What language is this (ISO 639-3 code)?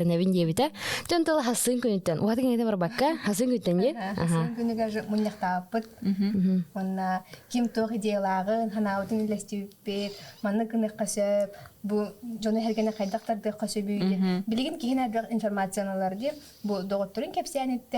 sah